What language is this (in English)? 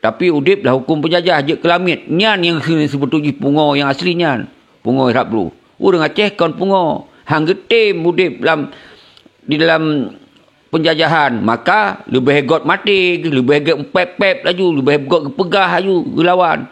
Achinese